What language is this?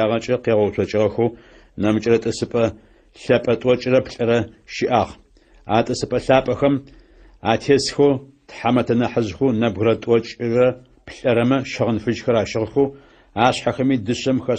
Adyghe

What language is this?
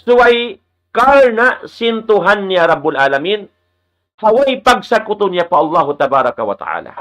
Tausug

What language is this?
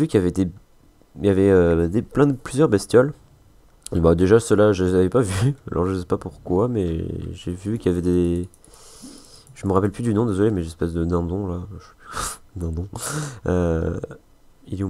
French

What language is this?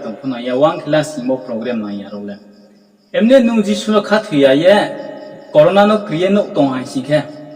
Riang (India)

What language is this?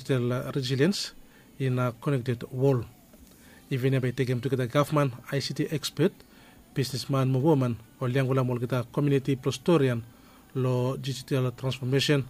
Bislama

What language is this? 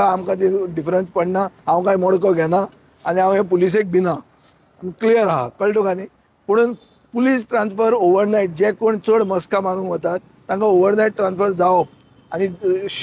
Konkani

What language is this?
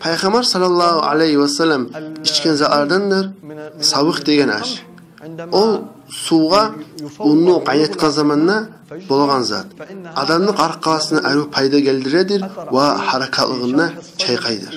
Kumyk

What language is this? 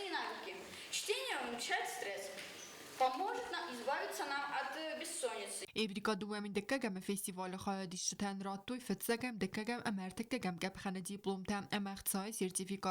Ossetic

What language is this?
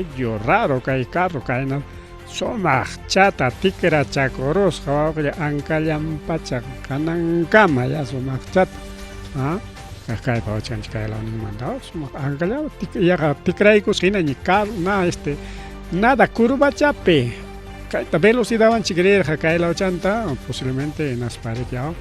Ayacucho Quechua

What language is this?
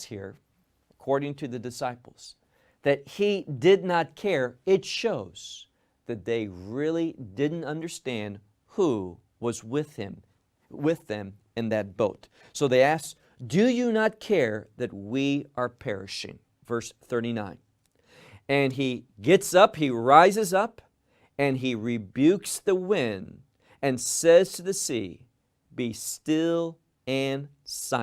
English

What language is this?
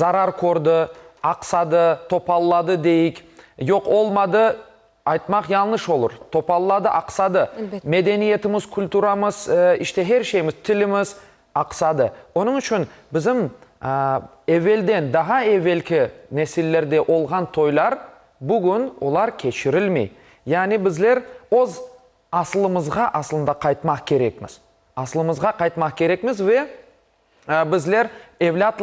Crimean Tatar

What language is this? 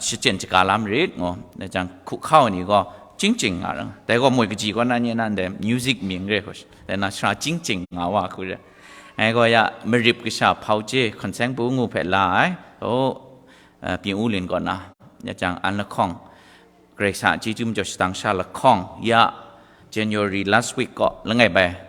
Kachin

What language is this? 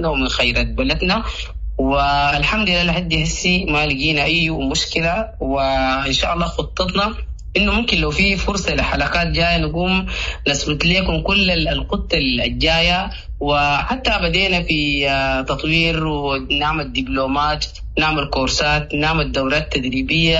Sudanese Arabic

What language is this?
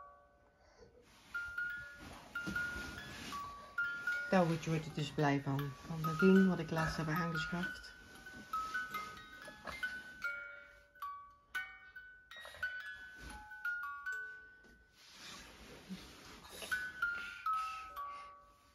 Dutch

